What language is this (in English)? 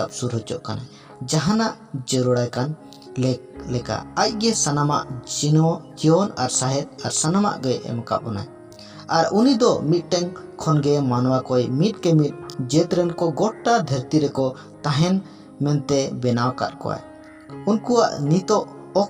Santali